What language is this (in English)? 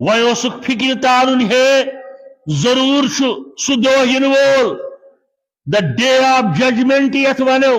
Kashmiri